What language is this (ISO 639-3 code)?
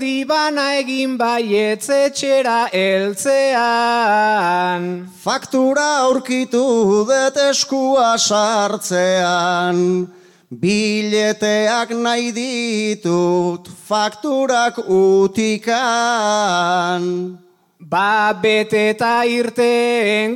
eus